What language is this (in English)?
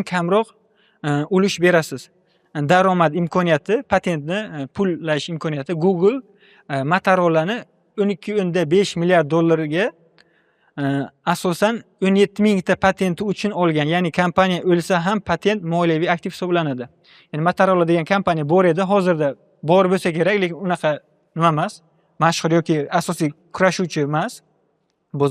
Uzbek